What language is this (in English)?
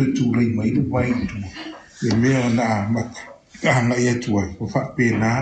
Samoan